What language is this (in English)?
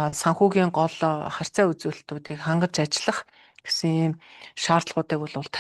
Mongolian